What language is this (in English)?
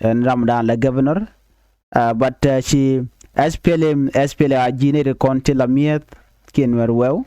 Nuer